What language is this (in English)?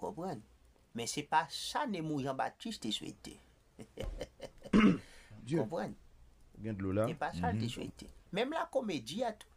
Haitian Creole